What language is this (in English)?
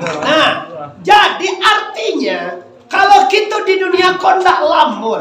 Minangkabau